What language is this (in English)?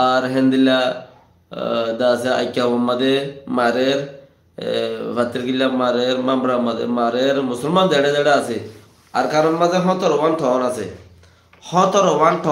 Rohingya